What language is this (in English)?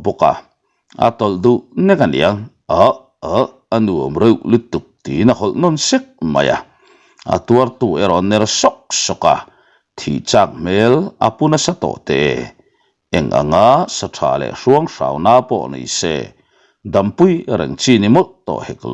Mizo